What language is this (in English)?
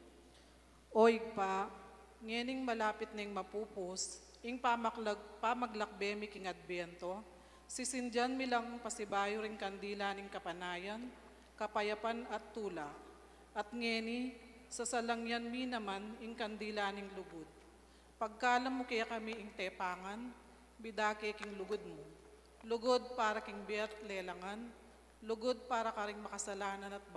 Pampanga